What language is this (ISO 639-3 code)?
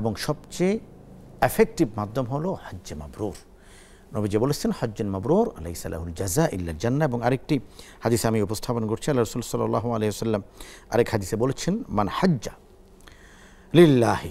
ben